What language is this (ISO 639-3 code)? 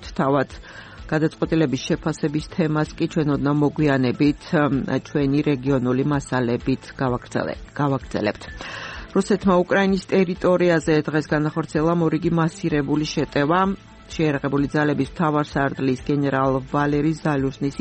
kat